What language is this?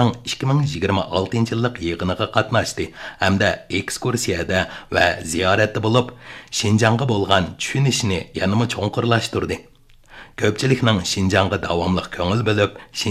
Uyghur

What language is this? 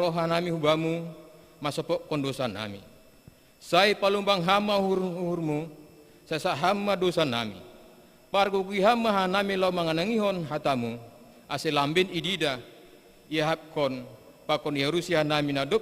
Batak Simalungun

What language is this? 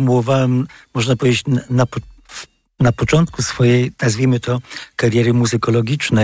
Polish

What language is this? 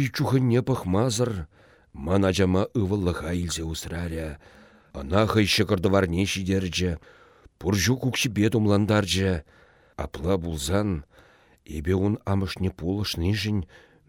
Chuvash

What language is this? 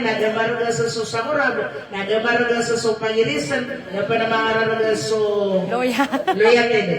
Maranao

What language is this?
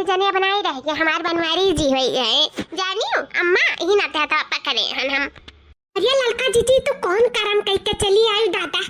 Awadhi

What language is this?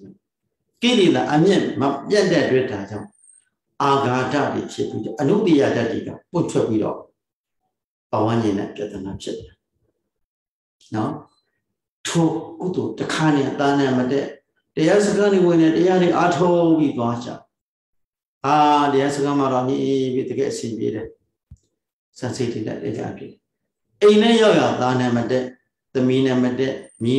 Burmese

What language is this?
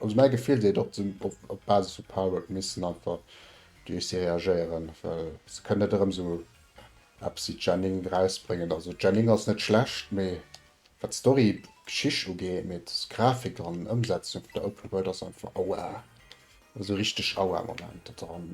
Luxembourgish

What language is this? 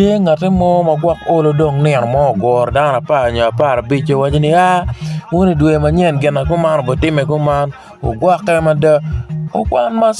Acoli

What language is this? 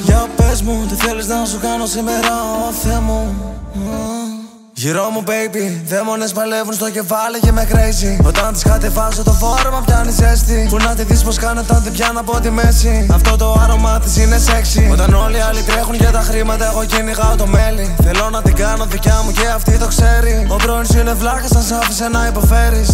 Greek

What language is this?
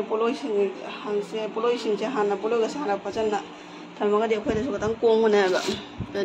Manipuri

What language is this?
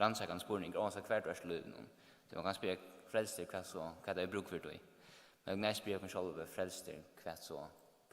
Faroese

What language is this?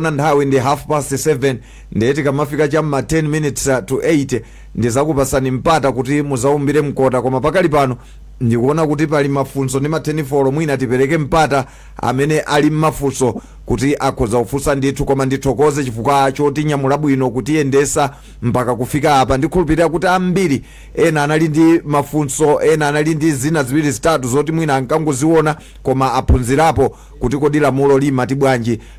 Nyanja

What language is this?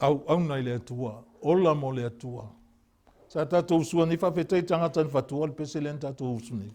Samoan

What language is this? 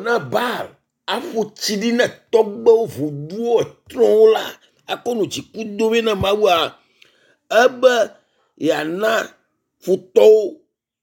Ewe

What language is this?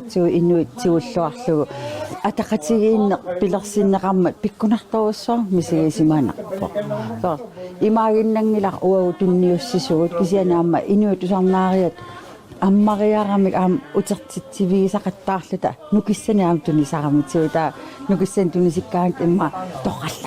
Kalaallisut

